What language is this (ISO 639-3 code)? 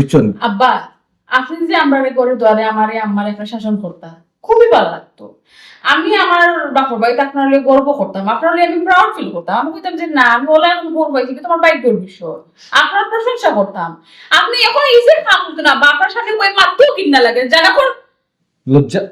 syl